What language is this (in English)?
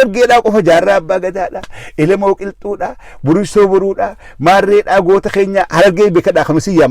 Oromo